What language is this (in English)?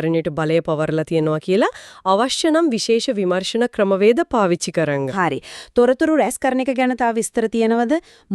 Sinhala